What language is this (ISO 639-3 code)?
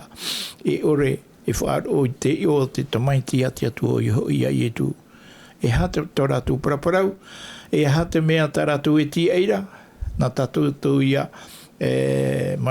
tah